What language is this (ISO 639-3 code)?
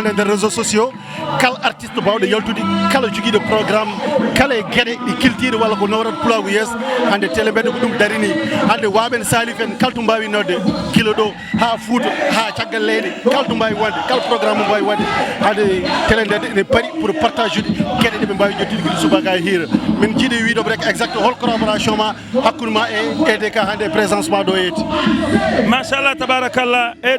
ful